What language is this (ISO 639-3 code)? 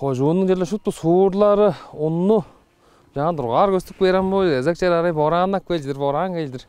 tyv